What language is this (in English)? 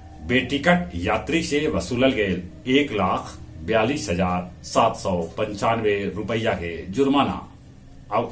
Magahi